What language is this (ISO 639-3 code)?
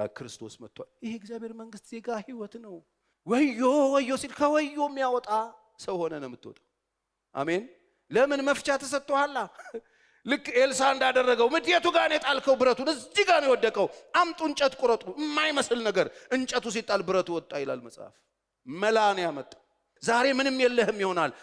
amh